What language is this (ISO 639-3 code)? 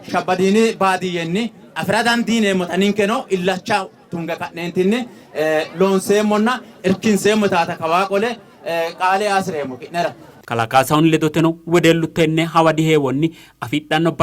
sid